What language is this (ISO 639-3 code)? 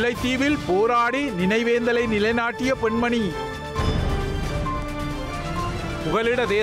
tam